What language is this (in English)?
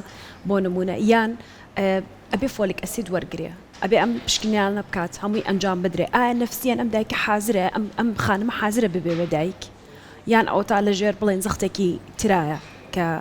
Central Kurdish